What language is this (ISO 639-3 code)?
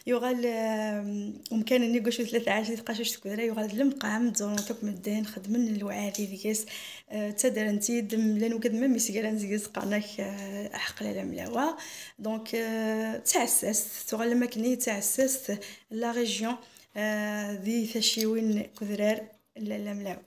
kab